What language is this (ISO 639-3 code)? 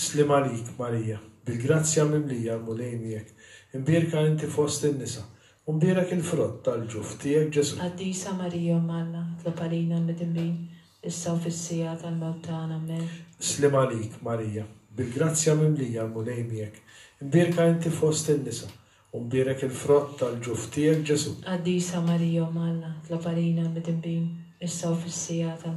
mlt